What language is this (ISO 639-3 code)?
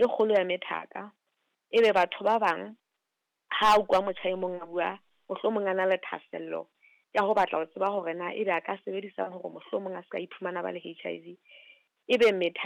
sot